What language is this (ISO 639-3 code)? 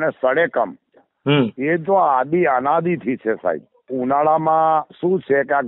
guj